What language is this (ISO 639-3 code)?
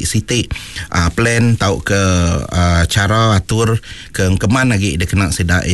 iba